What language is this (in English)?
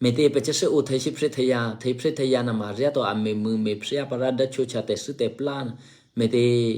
Eastern Kayah